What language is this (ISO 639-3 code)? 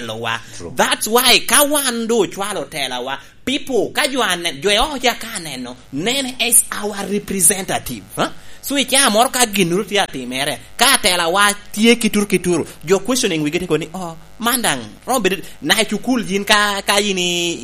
laj